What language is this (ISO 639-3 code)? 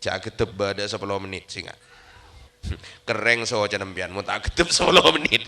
mad